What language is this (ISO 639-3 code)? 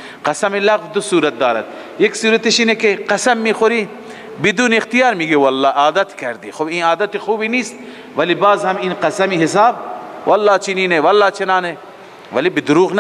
fas